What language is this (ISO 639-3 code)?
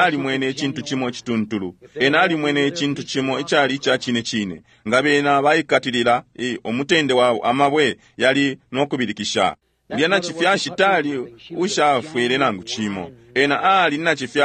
bem